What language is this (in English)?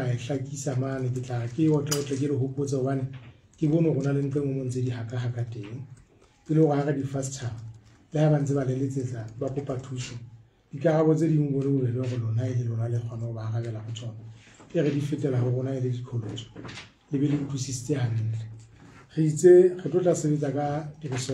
Southern Sotho